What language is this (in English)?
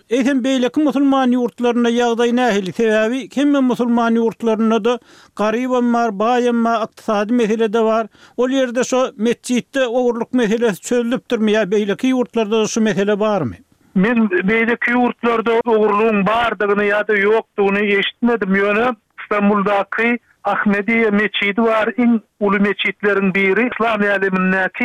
Turkmen